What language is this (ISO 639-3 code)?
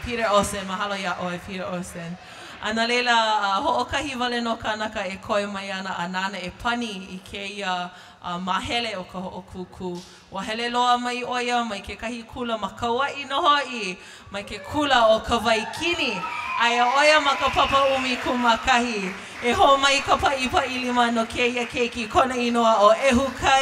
haw